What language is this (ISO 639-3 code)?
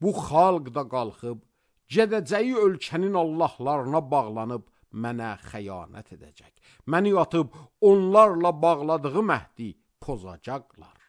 aze